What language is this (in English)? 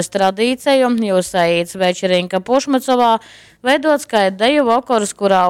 Latgalian